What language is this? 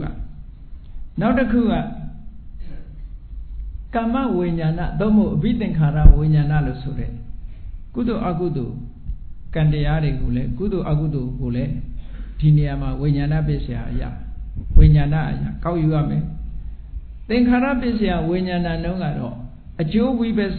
Burmese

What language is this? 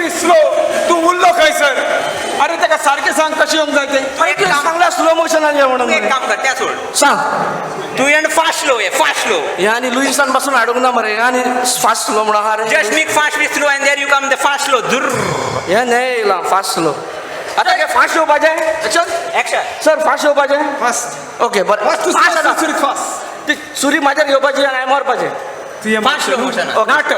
Konkani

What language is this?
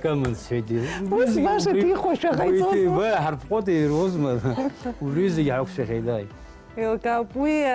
Abkhazian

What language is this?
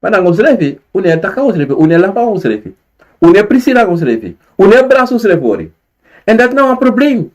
Sranan Tongo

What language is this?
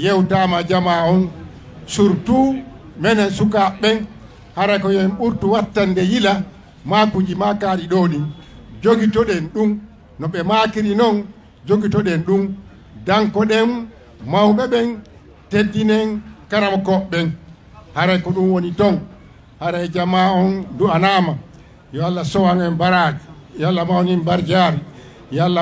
Fula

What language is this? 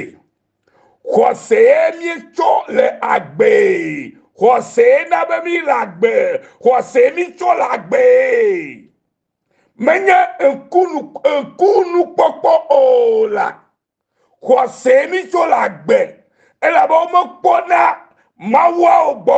Ewe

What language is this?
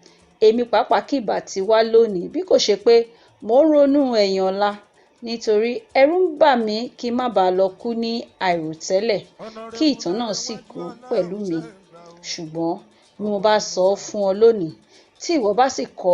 Yoruba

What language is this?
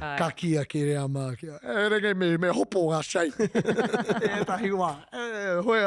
Māori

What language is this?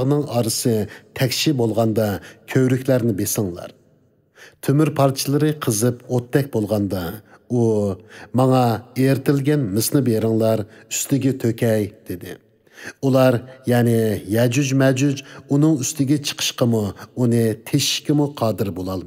Uyghur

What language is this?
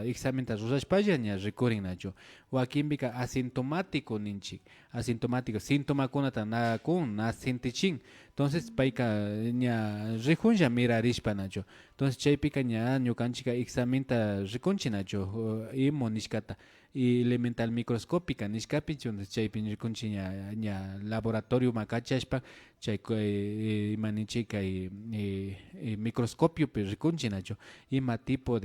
Imbabura Highland Quichua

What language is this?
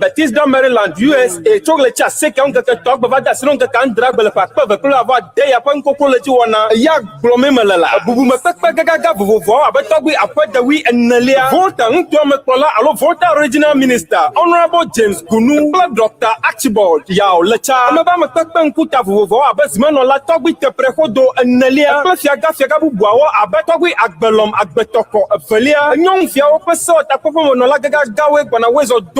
Ewe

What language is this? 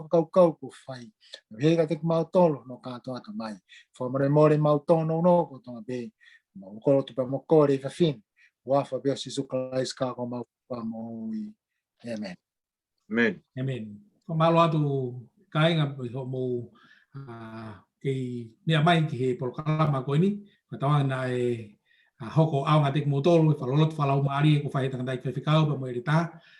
Tongan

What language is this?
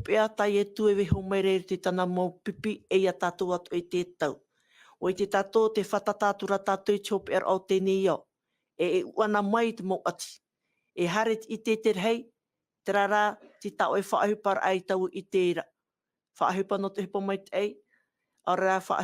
Tahitian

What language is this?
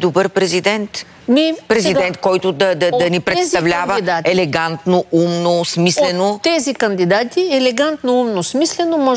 Bulgarian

